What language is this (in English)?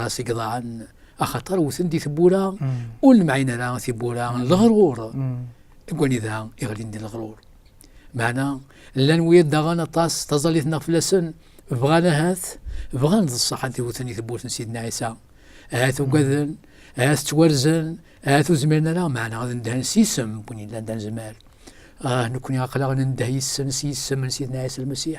Kabyle